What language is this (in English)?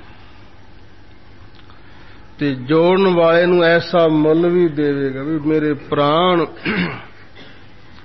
Punjabi